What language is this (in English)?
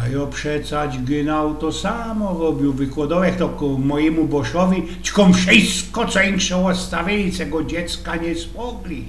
Silesian